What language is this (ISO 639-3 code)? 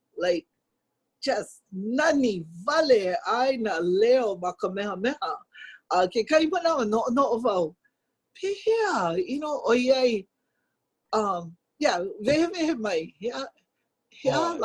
haw